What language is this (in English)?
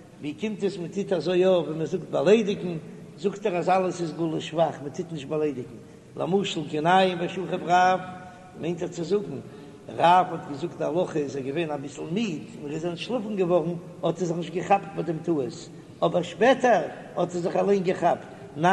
Yiddish